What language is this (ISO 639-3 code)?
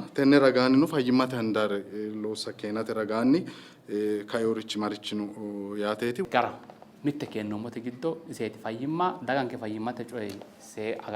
sid